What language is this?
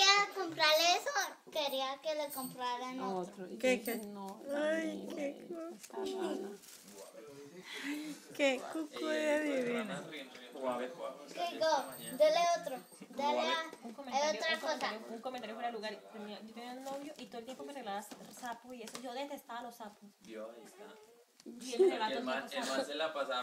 Spanish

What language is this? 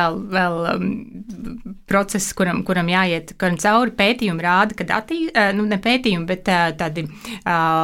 Latvian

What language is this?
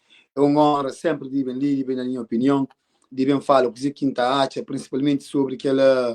Kabuverdianu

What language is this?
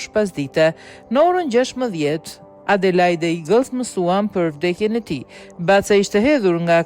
Albanian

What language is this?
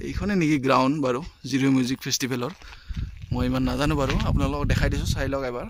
Assamese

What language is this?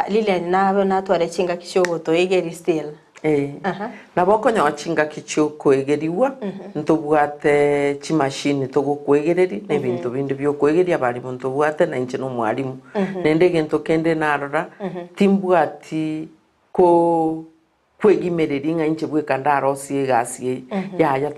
Gusii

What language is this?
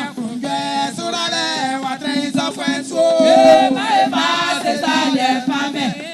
Baoulé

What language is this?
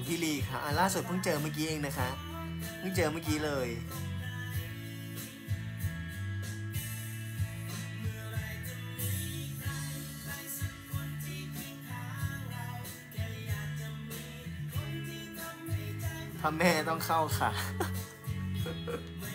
Thai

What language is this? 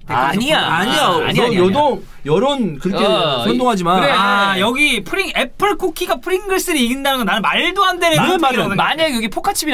Korean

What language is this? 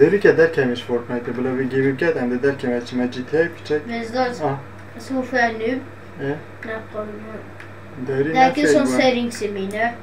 Kurdish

